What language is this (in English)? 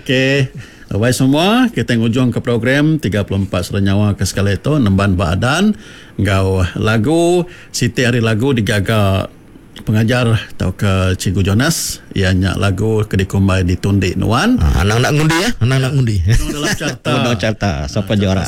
Iban